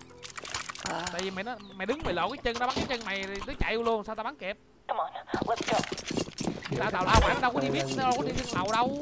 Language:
Vietnamese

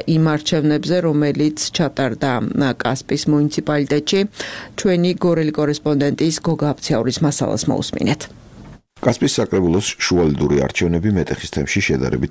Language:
Georgian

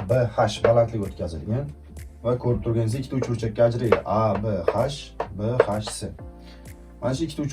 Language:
Uzbek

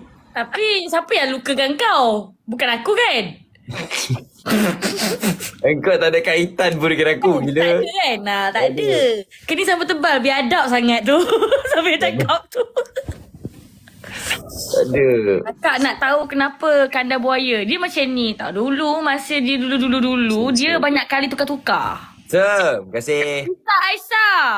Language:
Malay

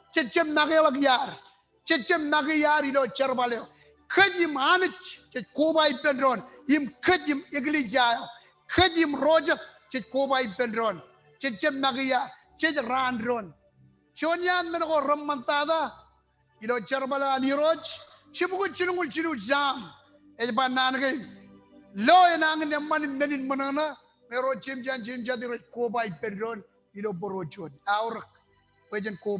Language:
Marshallese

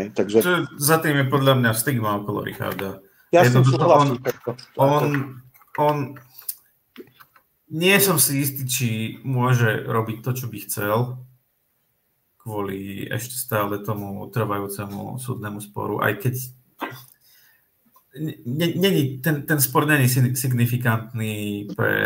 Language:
Slovak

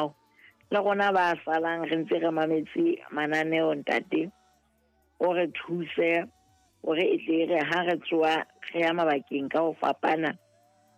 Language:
Southern Sotho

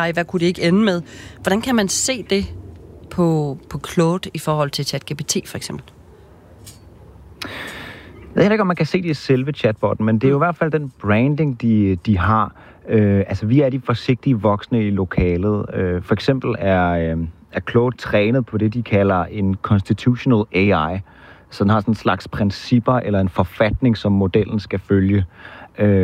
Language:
Danish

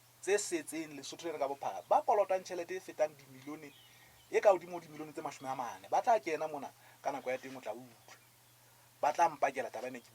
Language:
Southern Sotho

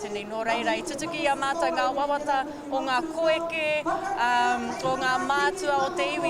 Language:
Māori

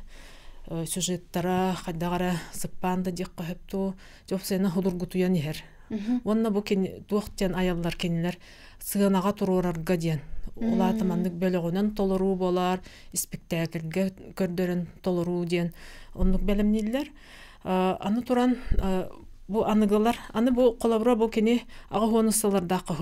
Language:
Yakut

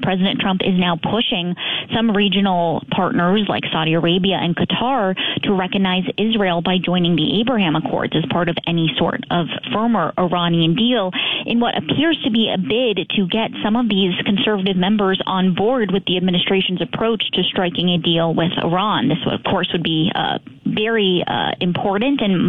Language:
English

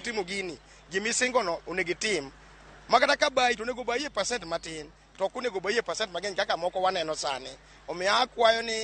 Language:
Luo (Kenya and Tanzania)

